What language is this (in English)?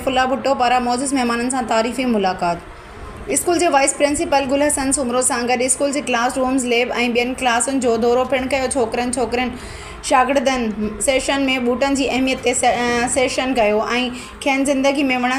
Sindhi